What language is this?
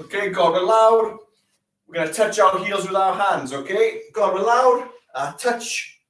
Welsh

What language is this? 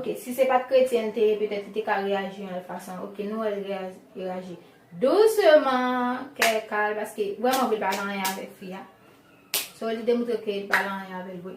Haitian Creole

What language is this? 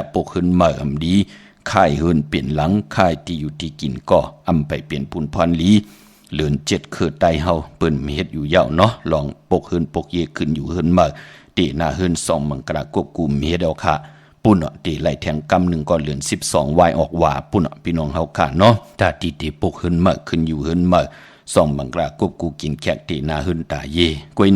Shan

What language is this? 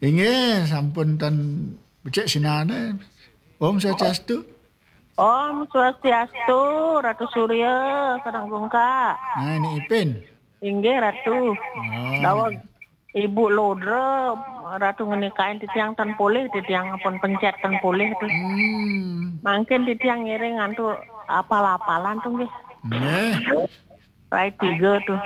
Balinese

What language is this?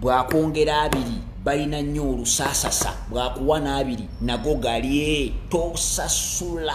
Ganda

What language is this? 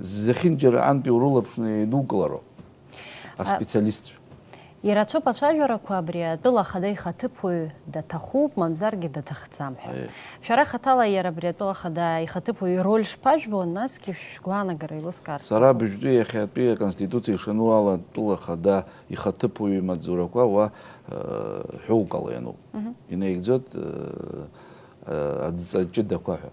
Abkhazian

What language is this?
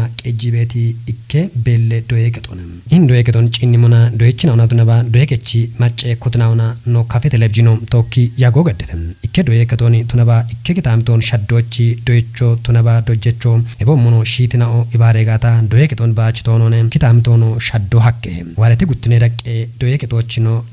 Kafa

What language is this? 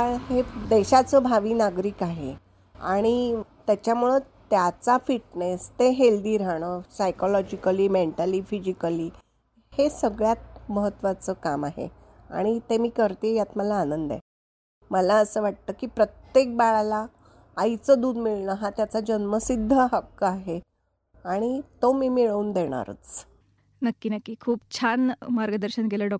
Marathi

